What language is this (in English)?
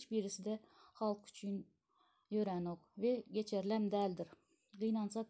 Turkmen